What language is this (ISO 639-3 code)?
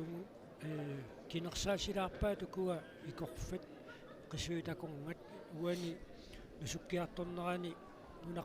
kal